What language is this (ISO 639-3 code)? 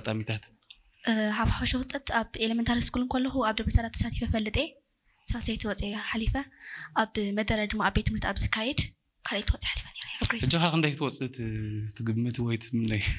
tir